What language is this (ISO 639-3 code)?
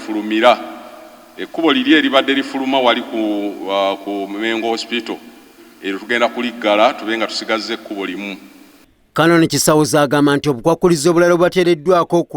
lug